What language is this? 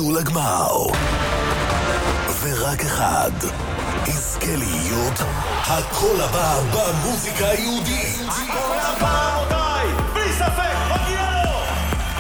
Hebrew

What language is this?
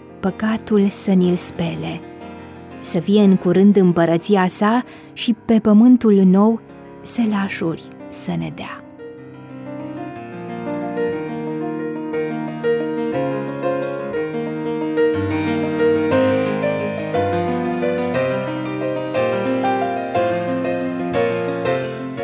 Romanian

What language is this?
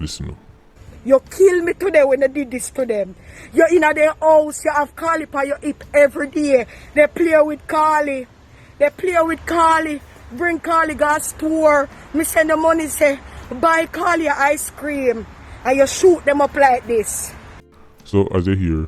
Jamaican Creole English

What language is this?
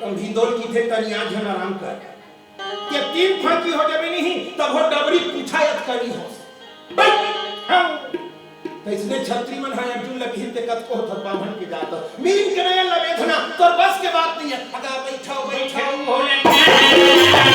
Chhattisgarhi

